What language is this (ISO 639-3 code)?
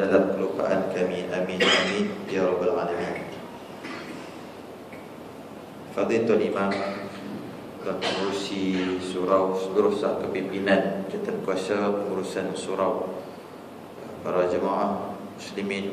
msa